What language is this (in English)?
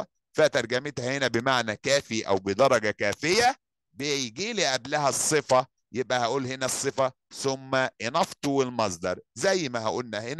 Egyptian Arabic